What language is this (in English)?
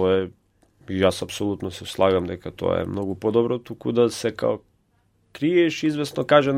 Macedonian